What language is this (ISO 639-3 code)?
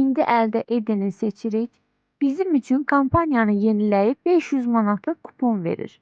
aze